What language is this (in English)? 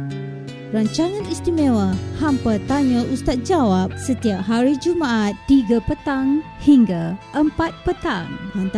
Malay